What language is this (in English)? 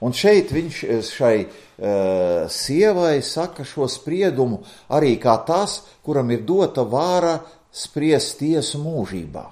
Latvian